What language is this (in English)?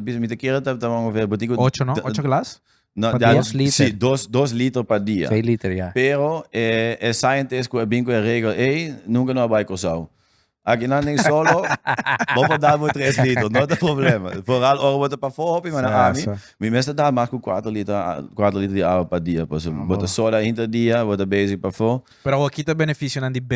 Papiamento